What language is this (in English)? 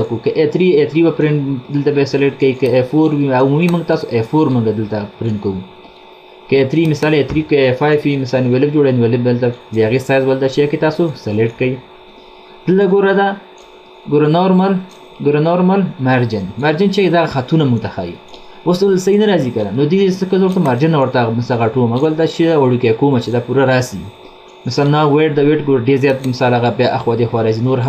Pashto